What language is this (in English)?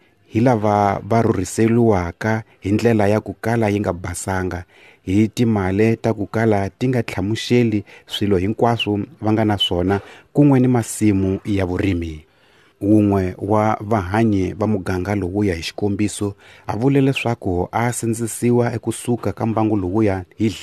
Tsonga